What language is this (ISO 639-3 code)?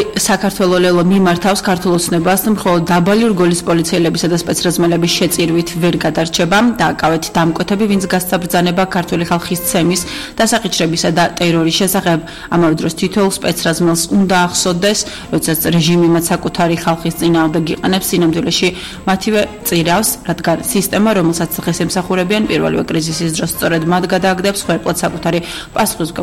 kat